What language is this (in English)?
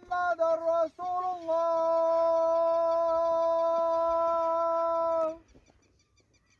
Urdu